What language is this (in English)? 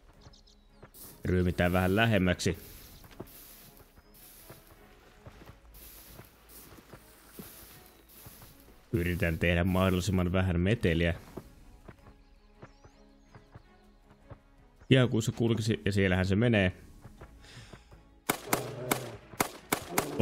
Finnish